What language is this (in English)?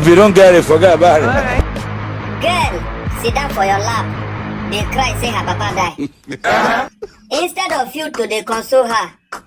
Nigerian Pidgin